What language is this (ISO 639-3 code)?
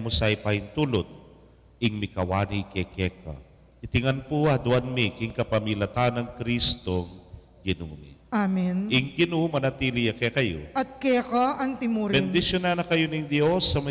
pam